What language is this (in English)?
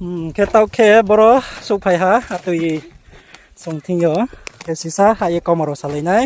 Riang (India)